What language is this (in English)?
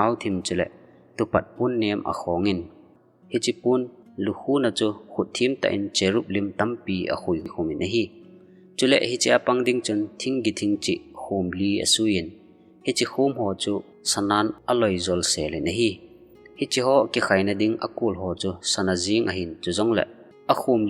Thado Chin